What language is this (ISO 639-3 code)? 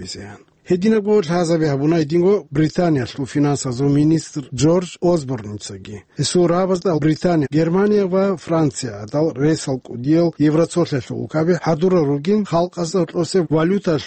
ava